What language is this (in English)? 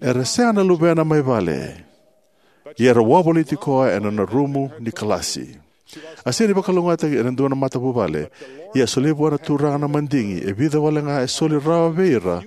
Fijian